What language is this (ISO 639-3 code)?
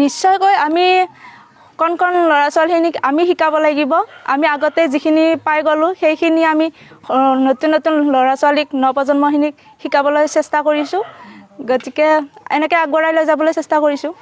asm